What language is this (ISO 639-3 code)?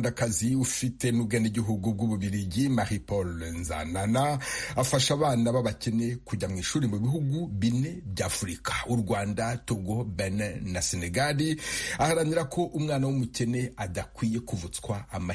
kin